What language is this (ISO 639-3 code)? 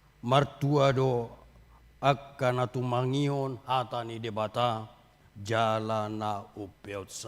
bbc